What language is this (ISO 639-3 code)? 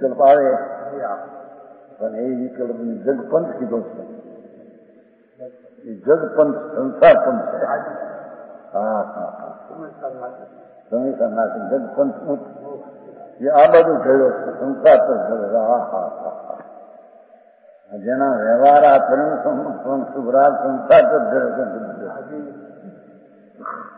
guj